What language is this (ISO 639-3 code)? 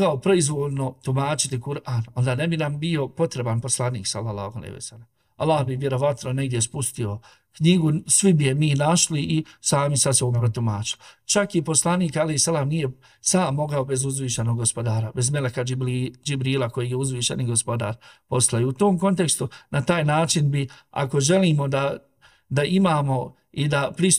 bos